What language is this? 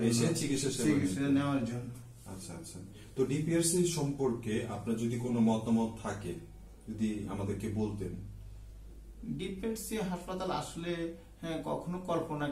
Bangla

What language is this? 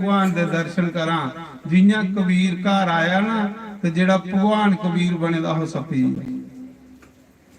Dogri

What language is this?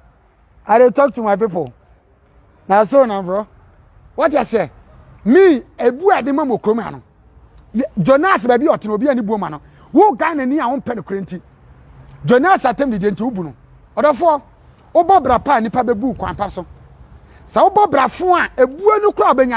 Akan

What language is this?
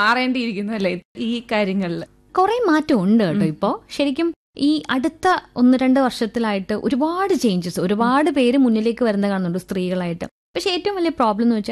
Malayalam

